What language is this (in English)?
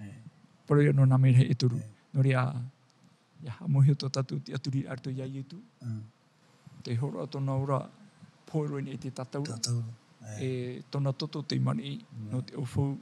Tahitian